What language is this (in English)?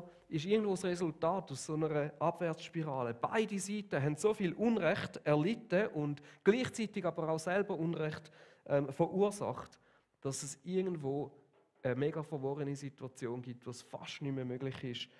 Swiss German